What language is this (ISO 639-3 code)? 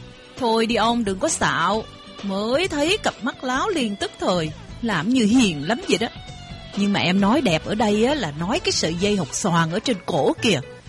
vie